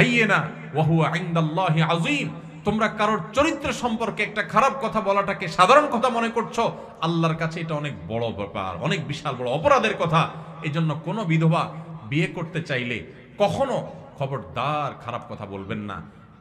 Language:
Bangla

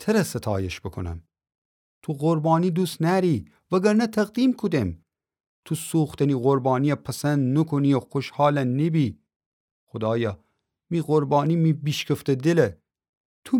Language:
Gilaki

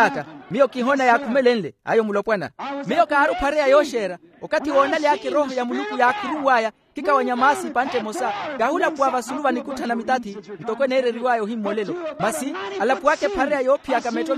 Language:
Makhuwa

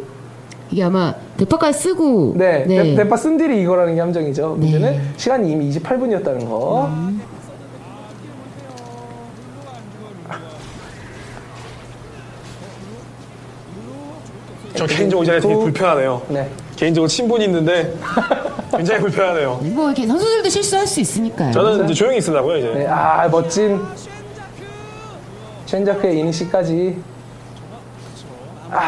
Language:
Korean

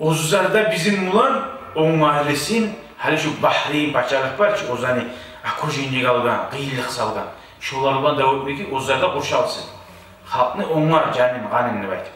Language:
Kumyk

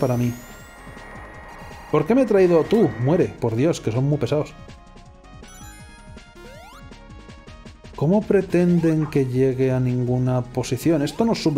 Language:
Spanish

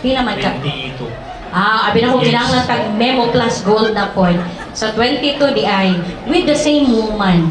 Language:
Cebuano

